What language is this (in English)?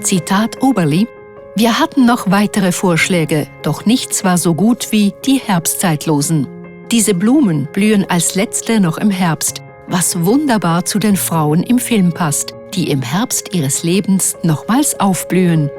Swiss German